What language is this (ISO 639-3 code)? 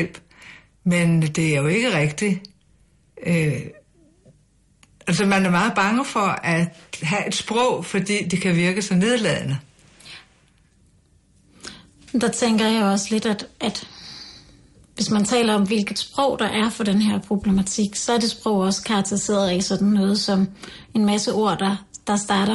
dan